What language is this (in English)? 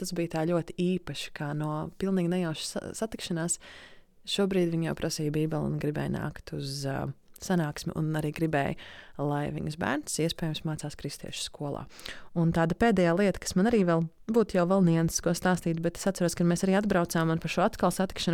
Latvian